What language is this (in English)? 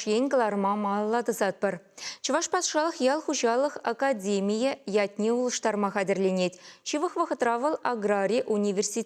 Chuvash